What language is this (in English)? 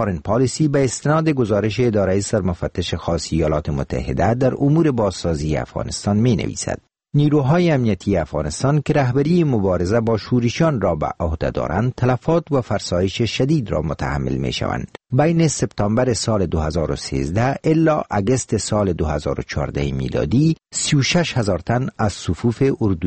Persian